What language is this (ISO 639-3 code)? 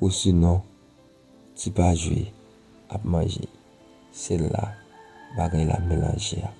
hat